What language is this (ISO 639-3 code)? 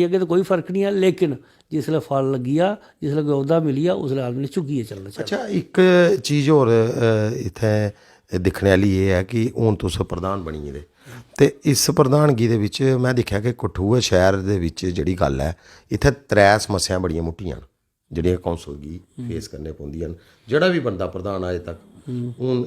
doi